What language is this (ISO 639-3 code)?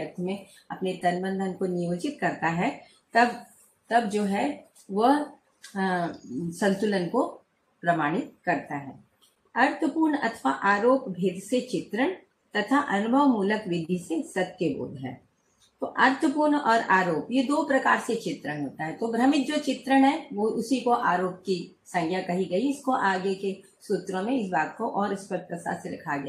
hin